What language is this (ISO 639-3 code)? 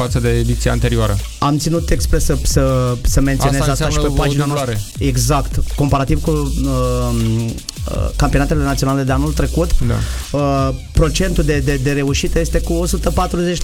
ron